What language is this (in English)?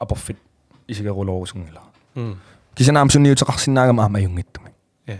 Kalaallisut